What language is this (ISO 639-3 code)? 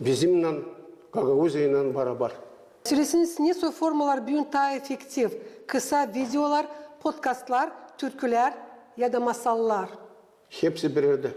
gag